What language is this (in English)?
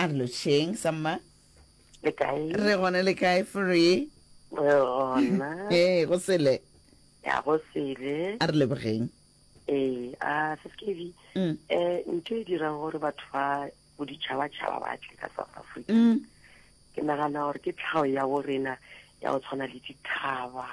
Northern Sotho